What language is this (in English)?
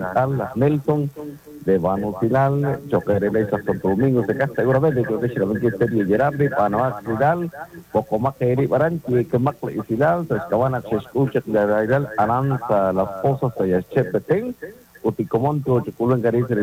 Kekchí